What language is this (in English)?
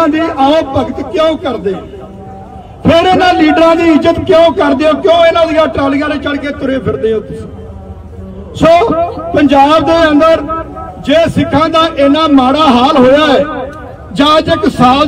Punjabi